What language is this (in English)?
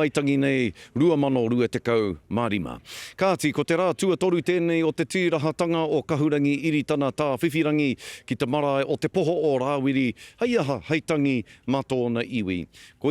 Māori